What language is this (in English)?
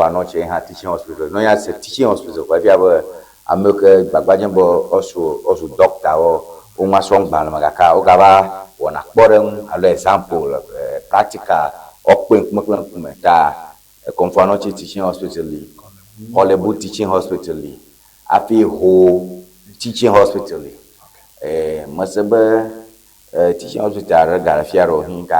Ewe